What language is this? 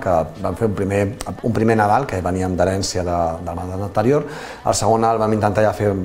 Catalan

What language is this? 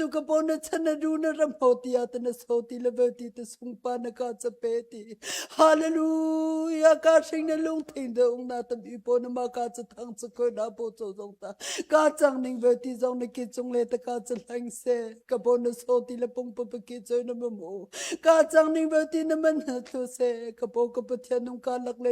Hakha Chin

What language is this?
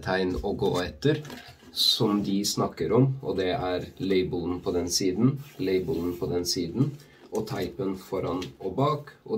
Norwegian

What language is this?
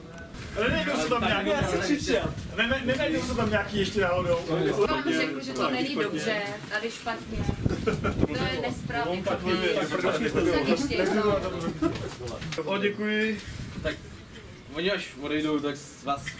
Czech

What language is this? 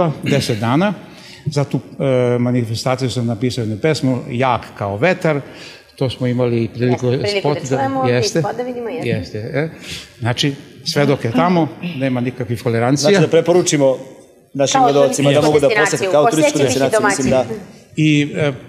Serbian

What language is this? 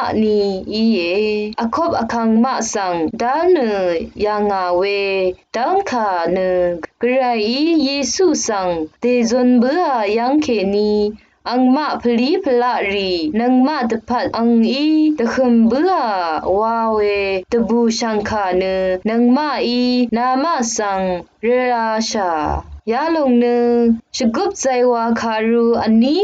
Rawang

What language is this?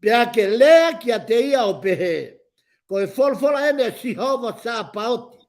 Tongan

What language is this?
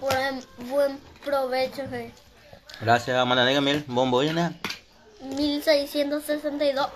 Guarani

